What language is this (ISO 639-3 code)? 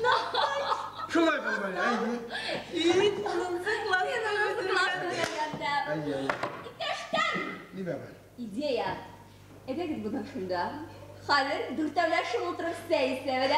bak